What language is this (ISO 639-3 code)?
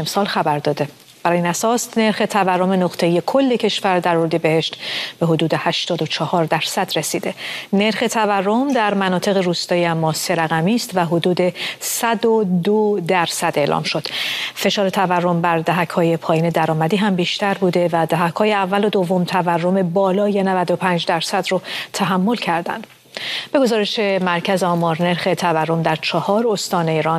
fas